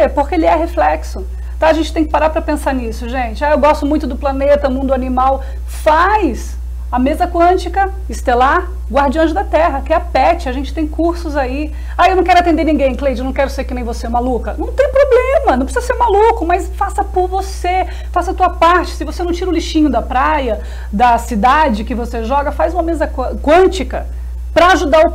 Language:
Portuguese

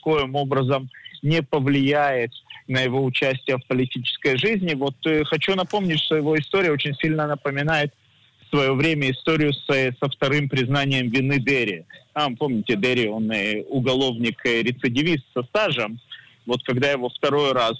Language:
Russian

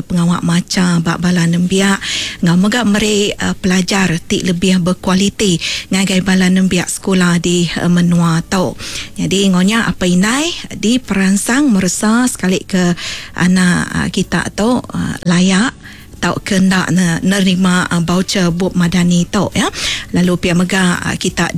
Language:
Iban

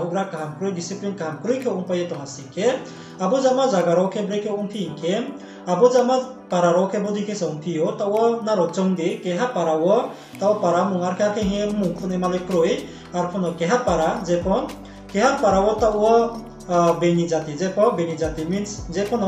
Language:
Riang (India)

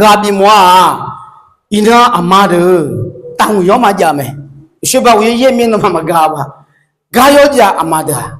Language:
Akha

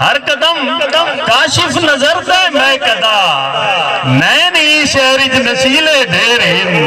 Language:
Saraiki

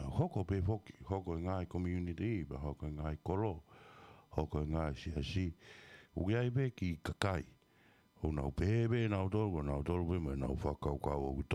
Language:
Tongan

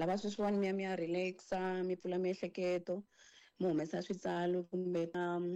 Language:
Tsonga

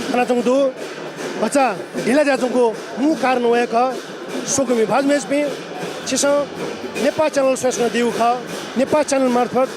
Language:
Newari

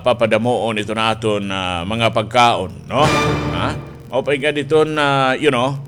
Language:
Waray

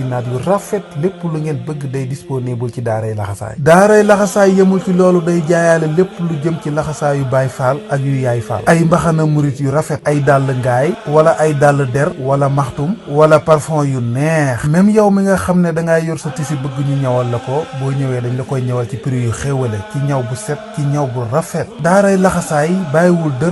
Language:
Wolof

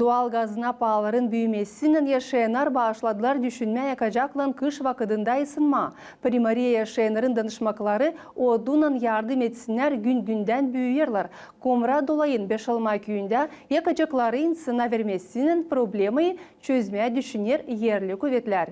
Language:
Gagauz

